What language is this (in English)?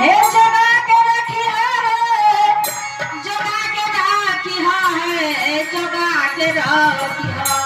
Maithili